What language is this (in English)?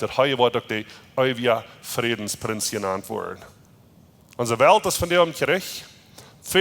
Plautdietsch